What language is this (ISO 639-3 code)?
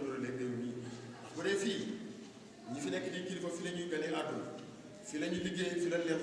wol